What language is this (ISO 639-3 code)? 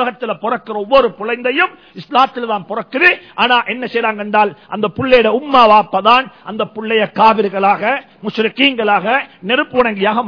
tam